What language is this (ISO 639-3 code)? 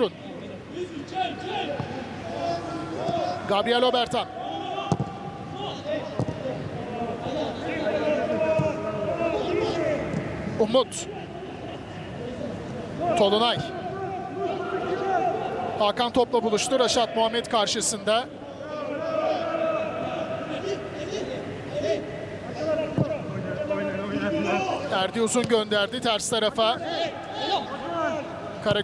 tur